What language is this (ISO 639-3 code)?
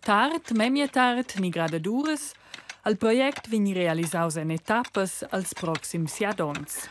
roh